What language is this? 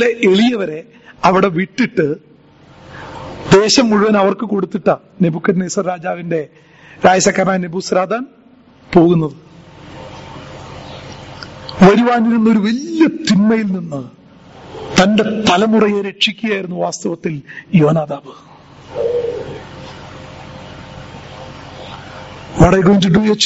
Malayalam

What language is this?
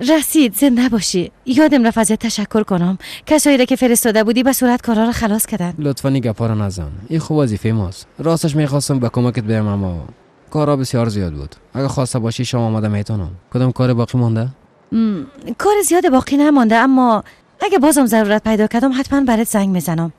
Persian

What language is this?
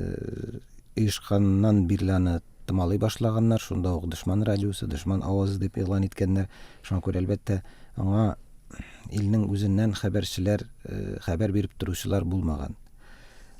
Tatar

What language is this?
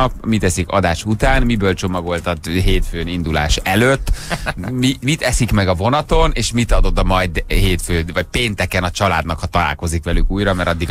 Hungarian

